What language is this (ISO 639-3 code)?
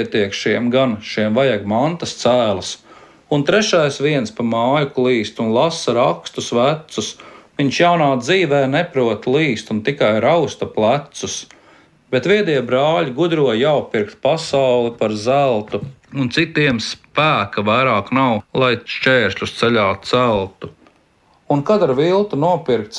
lav